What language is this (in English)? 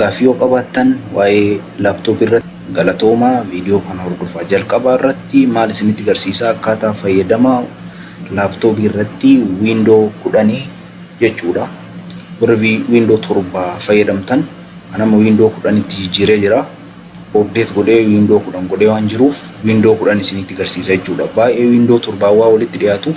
Oromo